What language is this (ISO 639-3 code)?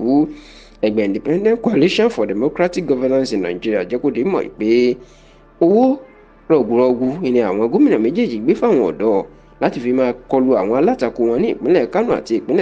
yor